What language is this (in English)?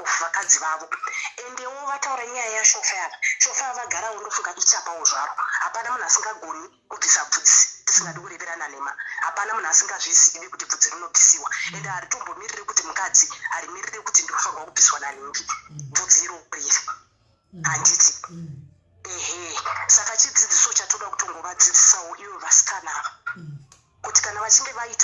Shona